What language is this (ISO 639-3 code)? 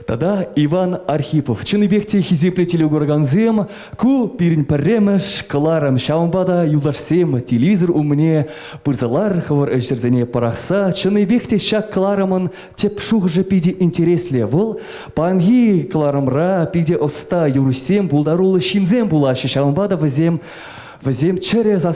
chv